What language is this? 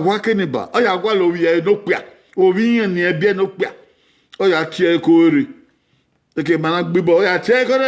Bini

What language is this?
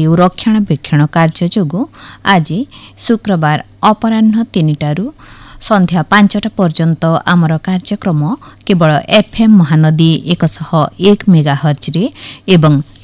Odia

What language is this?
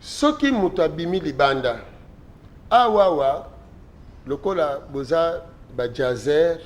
Lingala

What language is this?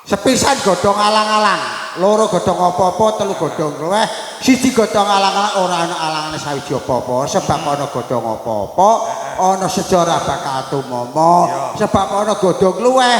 Javanese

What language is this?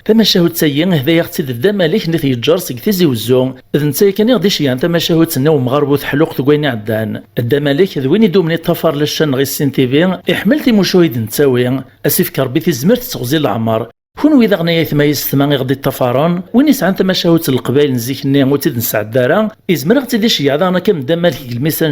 Kabyle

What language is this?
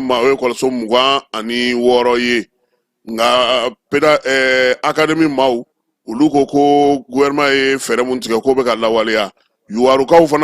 Bambara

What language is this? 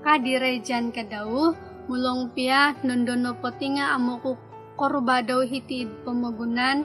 Central Dusun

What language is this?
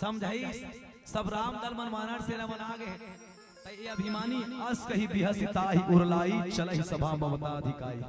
Chhattisgarhi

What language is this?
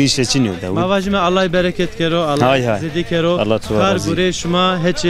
Zaza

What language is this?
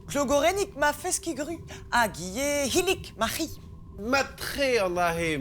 Breton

